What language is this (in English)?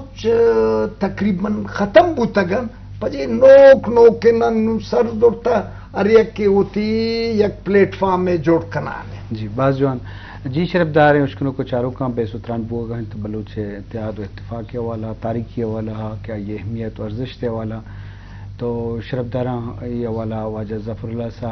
Eastern Balochi